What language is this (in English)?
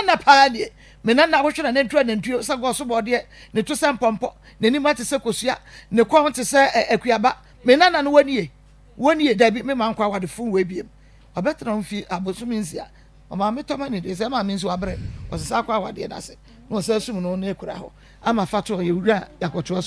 Akan